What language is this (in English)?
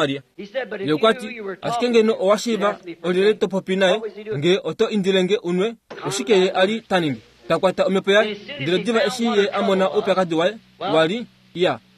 Kuanyama